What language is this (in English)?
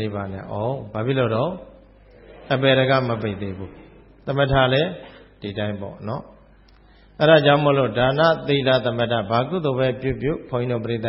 Burmese